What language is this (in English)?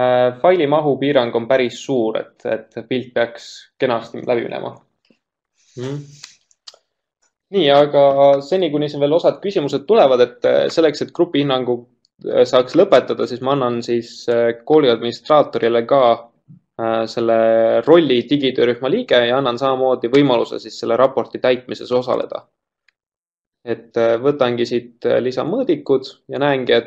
Estonian